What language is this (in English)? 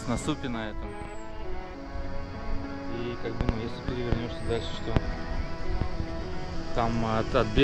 Russian